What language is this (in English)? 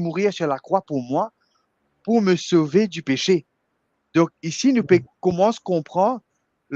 Morisyen